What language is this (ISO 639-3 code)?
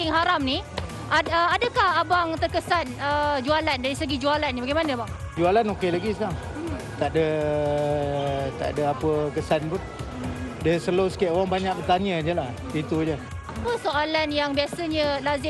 msa